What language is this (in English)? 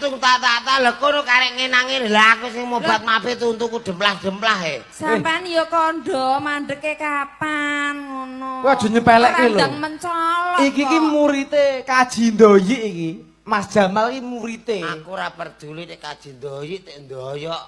Javanese